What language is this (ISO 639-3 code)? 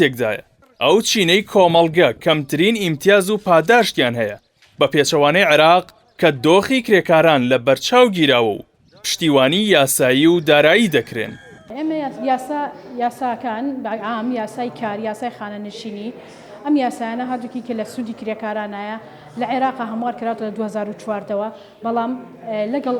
ckb